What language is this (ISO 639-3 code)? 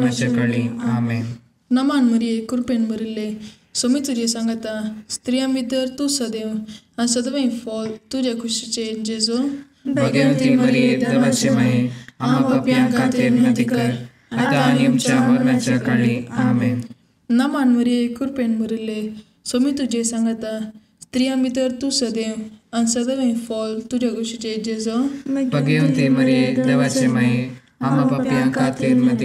kok